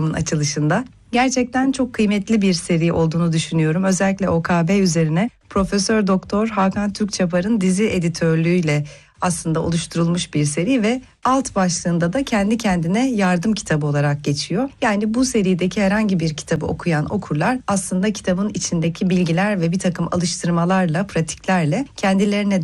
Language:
Turkish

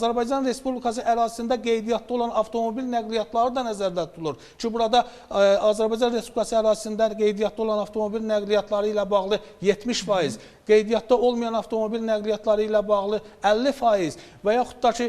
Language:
Azerbaijani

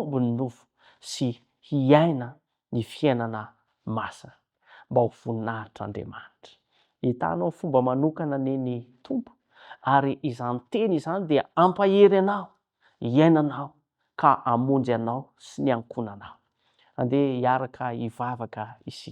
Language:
Malagasy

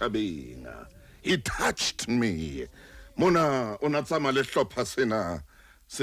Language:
Southern Sotho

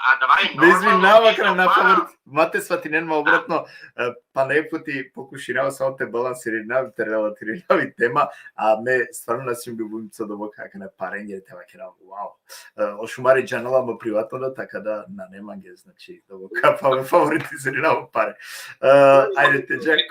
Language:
Balkan Romani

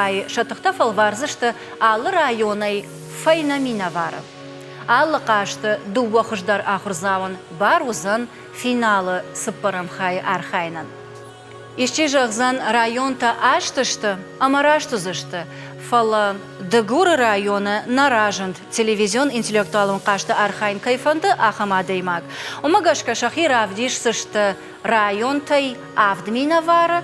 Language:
Ossetic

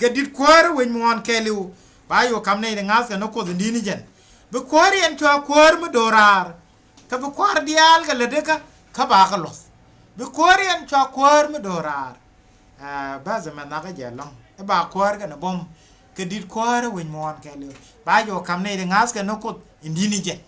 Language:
Nuer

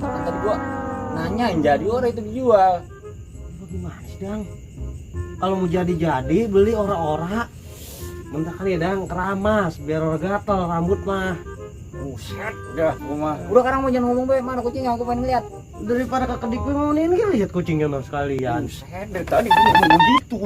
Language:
Betawi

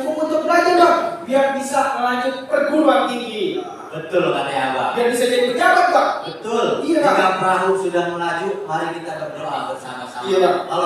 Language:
Betawi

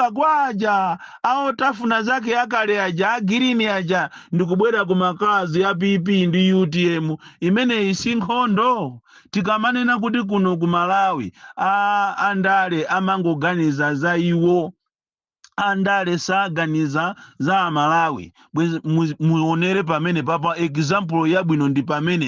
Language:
Nyanja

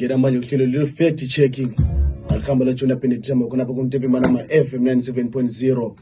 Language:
North Ndebele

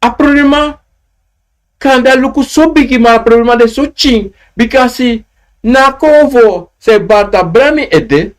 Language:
Sranan Tongo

